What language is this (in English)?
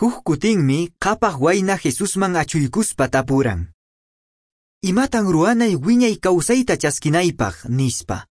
Quechua